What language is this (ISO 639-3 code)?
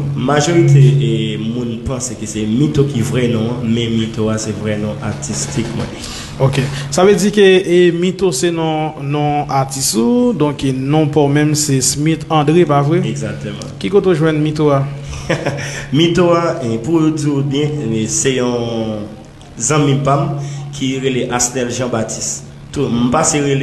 hat